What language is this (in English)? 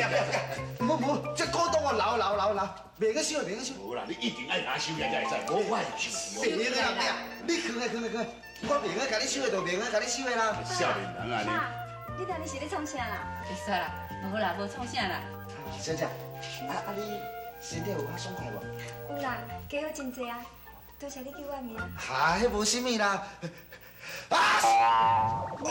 Min Nan Chinese